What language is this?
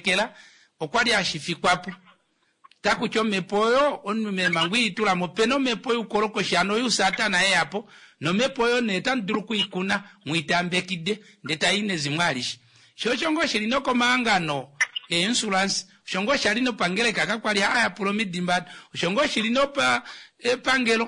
Kuanyama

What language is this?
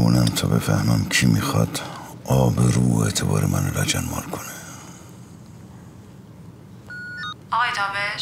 Persian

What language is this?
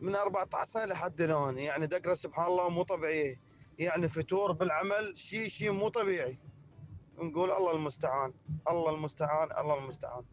Mesopotamian Arabic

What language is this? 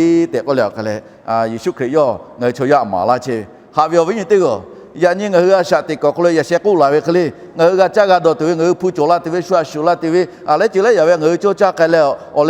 Lahu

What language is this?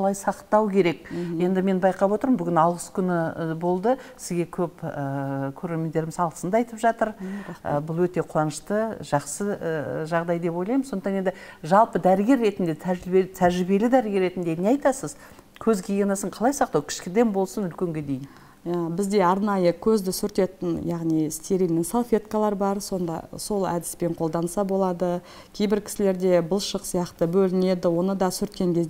Kazakh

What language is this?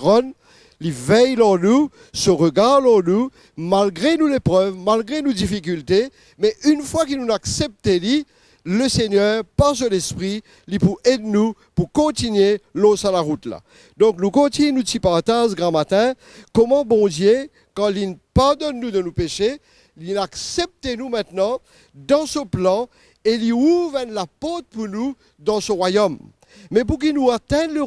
Morisyen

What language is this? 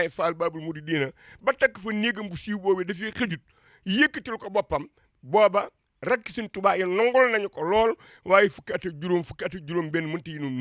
Wolof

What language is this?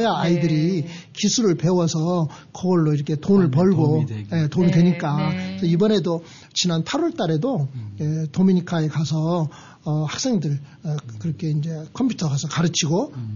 Korean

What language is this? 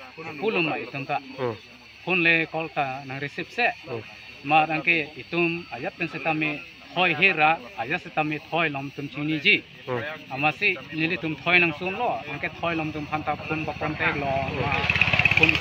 Karbi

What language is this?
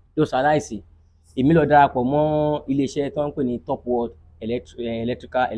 Yoruba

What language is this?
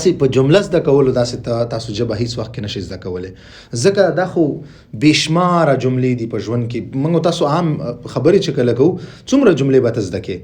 Pashto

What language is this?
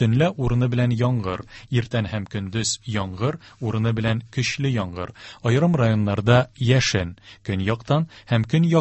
Tatar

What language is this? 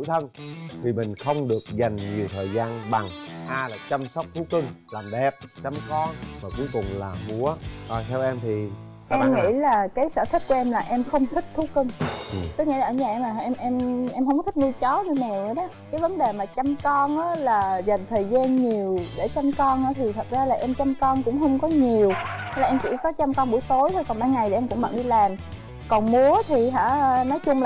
Vietnamese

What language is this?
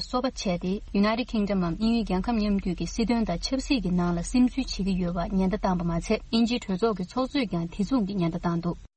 Tibetan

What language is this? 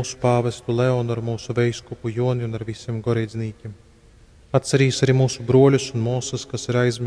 Latgalian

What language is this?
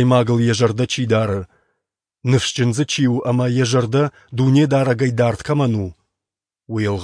Ossetic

